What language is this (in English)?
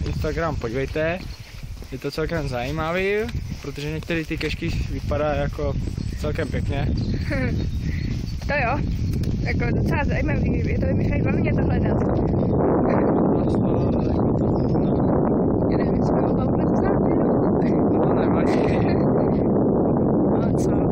Czech